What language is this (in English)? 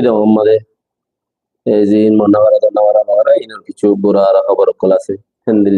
Rohingya